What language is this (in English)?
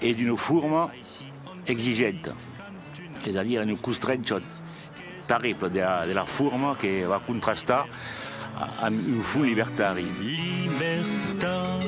Occitan